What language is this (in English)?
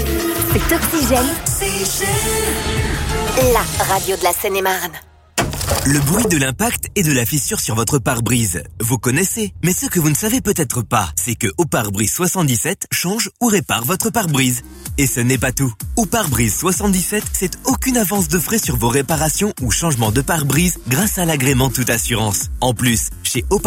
French